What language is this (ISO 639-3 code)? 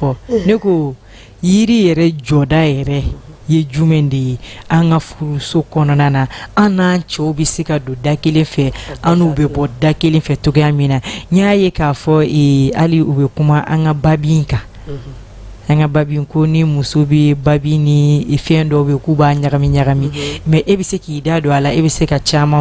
bam